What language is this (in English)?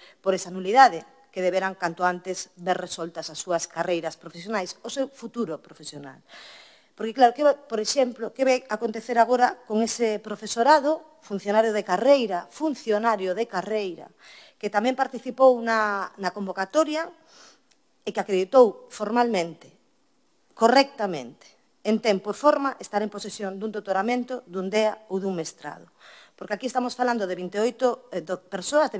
Galician